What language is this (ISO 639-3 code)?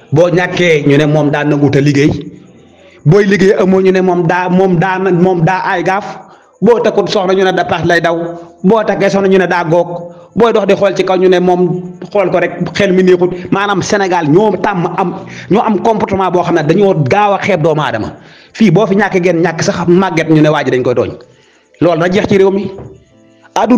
wol